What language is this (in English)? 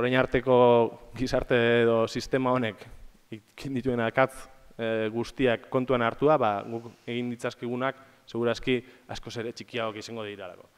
Basque